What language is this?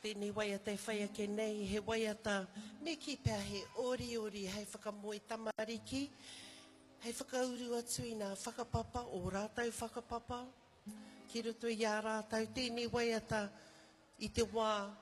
Māori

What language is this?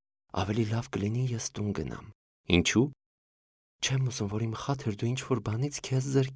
Armenian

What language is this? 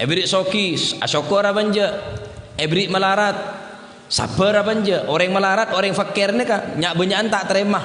Madurese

